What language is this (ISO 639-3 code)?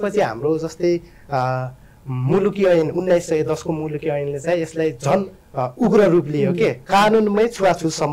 nep